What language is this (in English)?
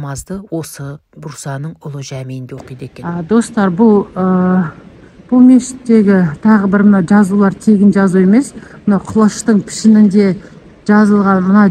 Kazakh